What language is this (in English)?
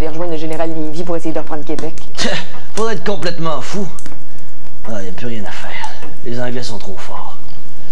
French